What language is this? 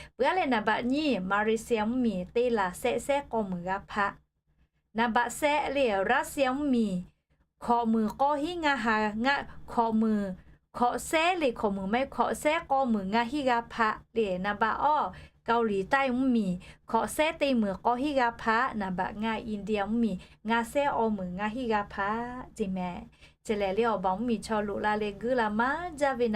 Lahu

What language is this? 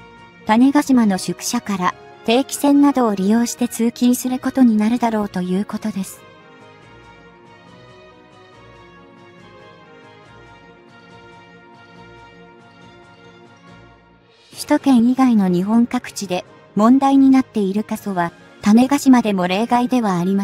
Japanese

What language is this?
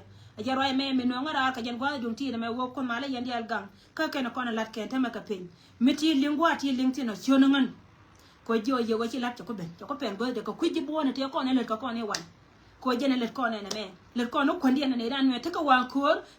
Nuer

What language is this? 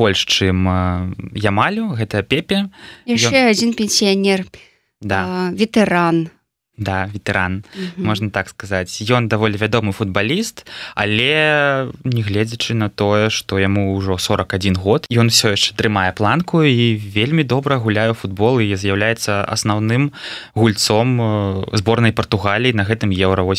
Belarusian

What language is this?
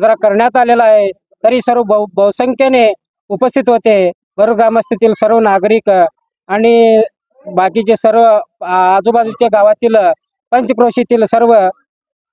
Marathi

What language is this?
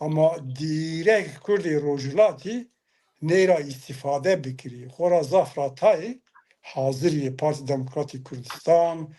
Zaza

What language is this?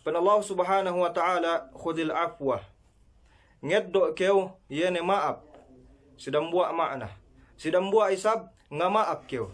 Yakan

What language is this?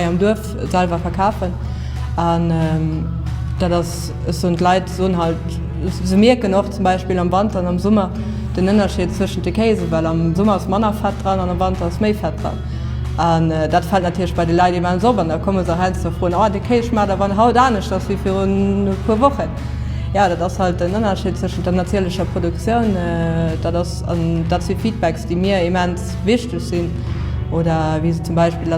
Luxembourgish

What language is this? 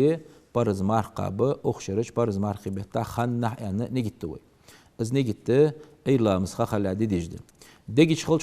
Ingush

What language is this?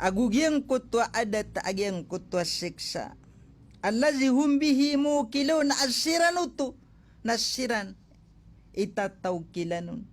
Maranao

